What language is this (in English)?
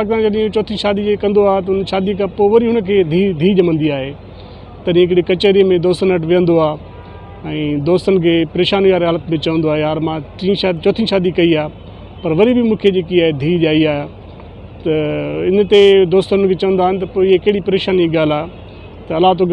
Sindhi